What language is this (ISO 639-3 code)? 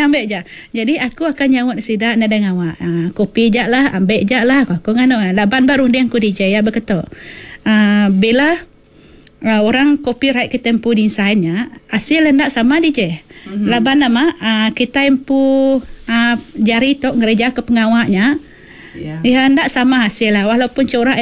iba